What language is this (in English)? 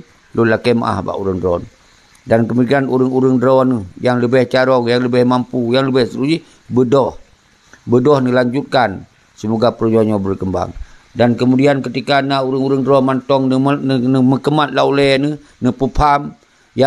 Achinese